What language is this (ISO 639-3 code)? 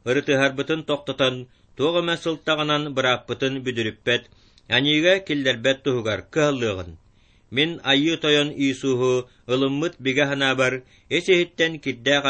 sah